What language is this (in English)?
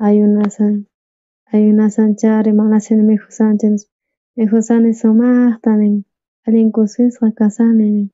South Bolivian Quechua